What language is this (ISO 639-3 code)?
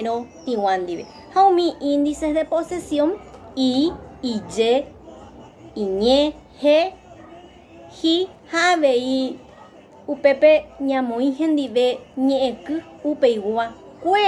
grn